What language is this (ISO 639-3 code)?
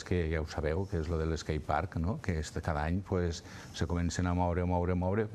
cat